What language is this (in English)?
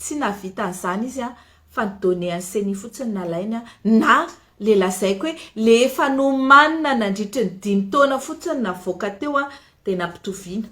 Malagasy